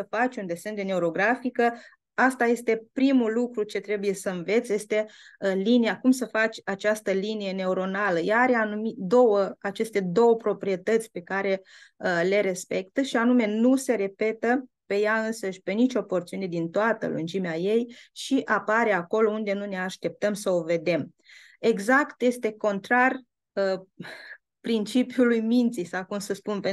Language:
Romanian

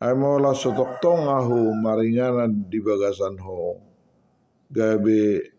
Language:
Batak Toba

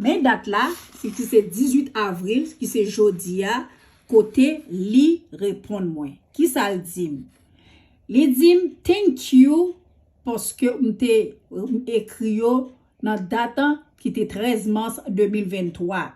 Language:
Haitian Creole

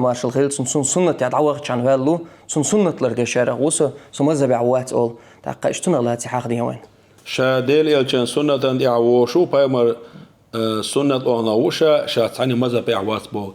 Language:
Chechen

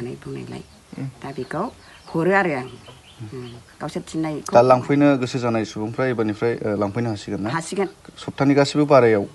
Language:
Bodo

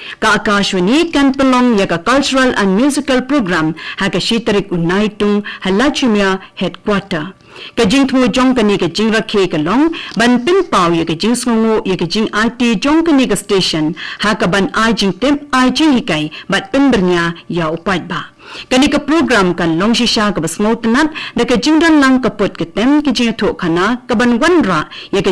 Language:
Khasi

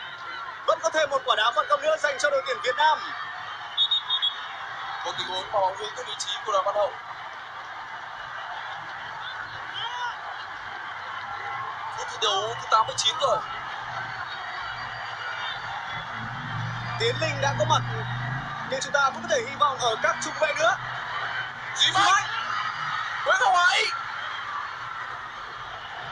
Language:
Vietnamese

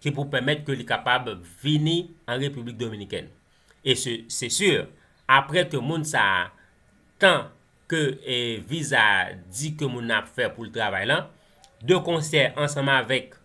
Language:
Haitian Creole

